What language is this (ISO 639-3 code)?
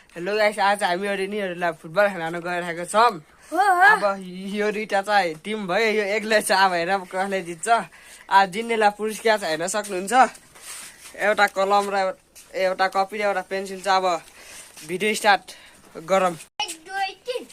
nep